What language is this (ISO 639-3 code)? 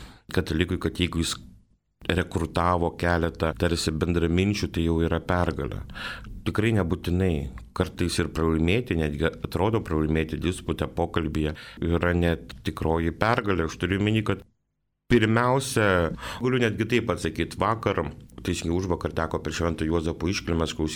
lit